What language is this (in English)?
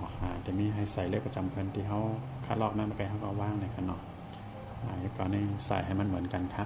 Shan